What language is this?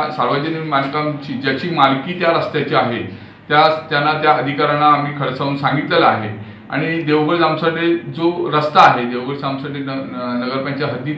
Marathi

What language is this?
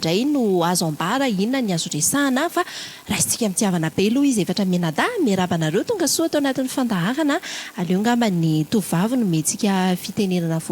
Malagasy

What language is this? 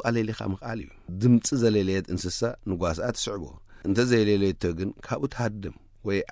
Tigrinya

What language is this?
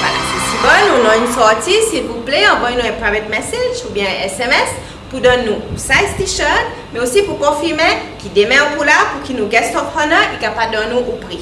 Seselwa Creole French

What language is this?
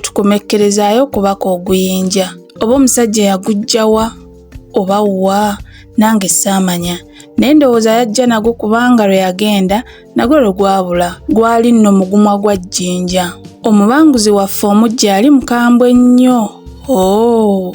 Ganda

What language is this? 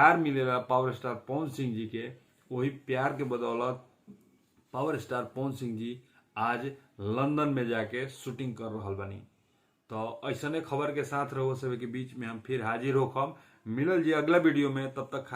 Bhojpuri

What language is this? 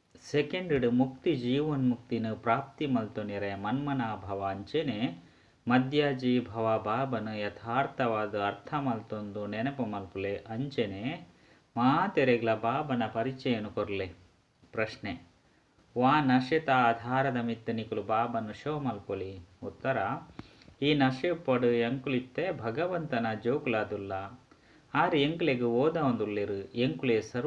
Tulu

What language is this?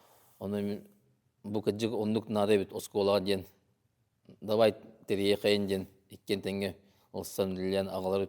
Yakut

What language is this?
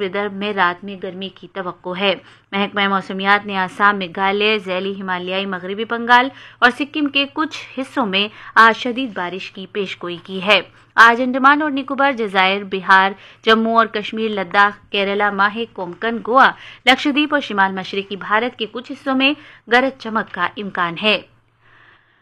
Urdu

